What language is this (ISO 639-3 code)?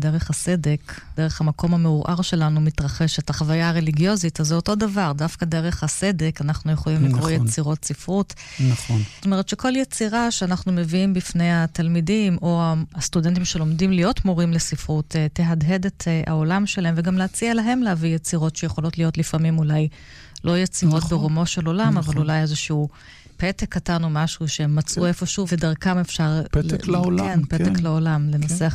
heb